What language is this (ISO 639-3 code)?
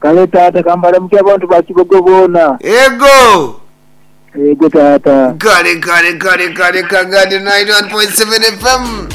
nyo